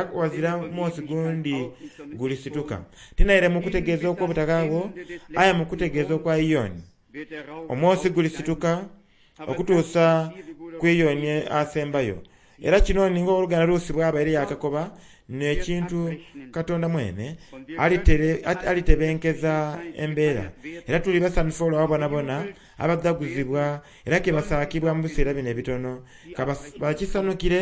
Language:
Soga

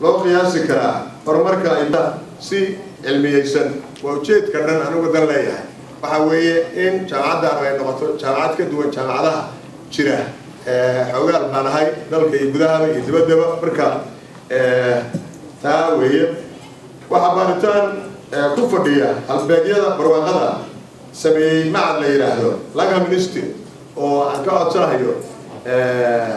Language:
Somali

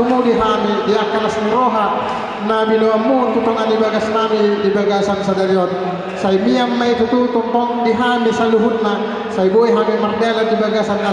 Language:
Batak Toba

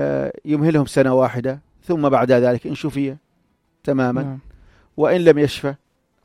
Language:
North Levantine Arabic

